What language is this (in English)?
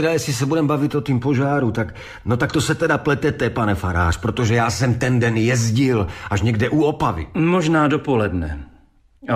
Czech